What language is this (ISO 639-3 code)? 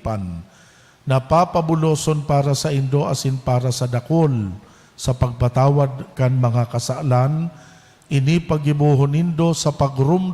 bik